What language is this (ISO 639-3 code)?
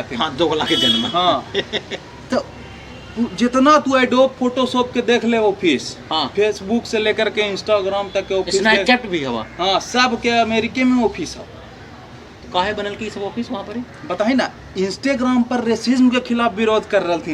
mag